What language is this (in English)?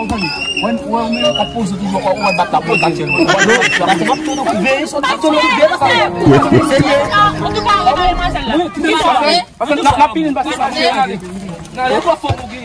Haitian Creole